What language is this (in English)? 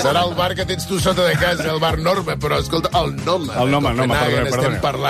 Catalan